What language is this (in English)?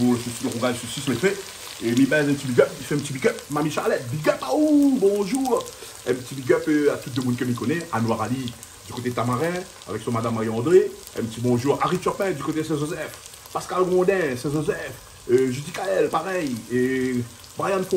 Réunion Creole French